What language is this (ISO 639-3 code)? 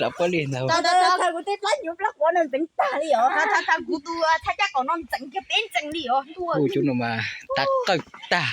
hmn